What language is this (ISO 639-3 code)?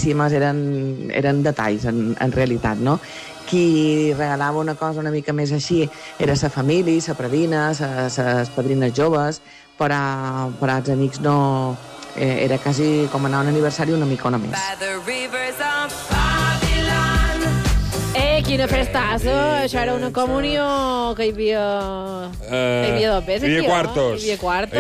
cat